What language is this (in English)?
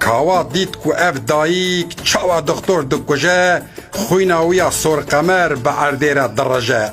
Kurdish